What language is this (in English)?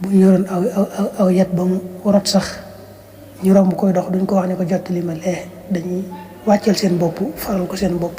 Wolof